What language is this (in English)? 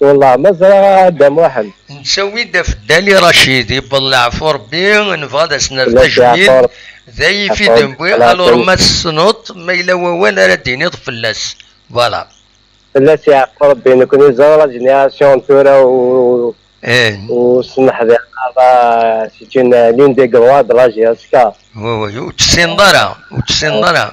Kabyle